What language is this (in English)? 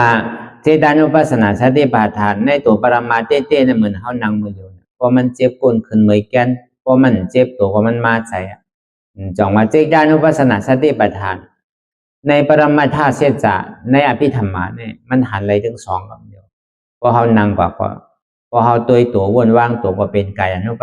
Shan